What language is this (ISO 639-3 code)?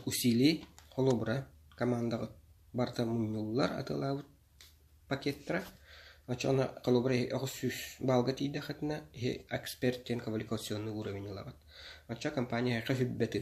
sah